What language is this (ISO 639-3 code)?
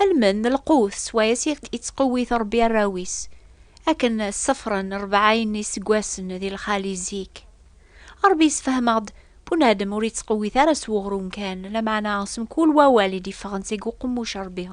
kab